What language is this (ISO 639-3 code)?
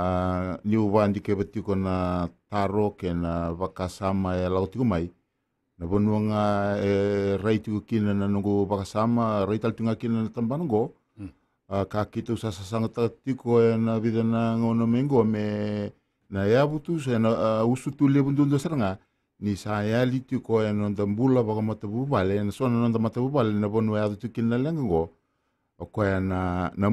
fij